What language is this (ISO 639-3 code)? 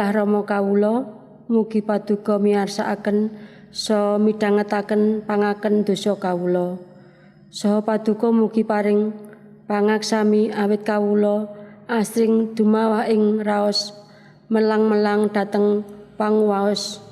jav